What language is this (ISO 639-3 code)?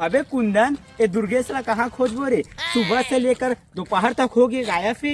hne